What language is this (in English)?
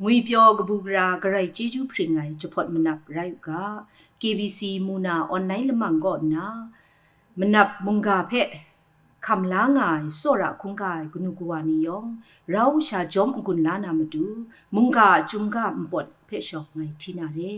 Kachin